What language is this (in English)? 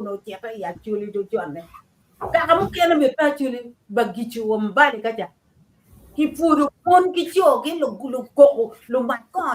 Acoli